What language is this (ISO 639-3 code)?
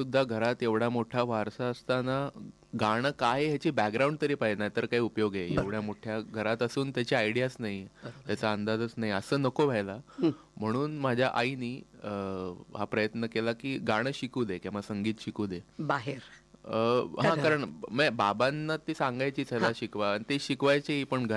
mar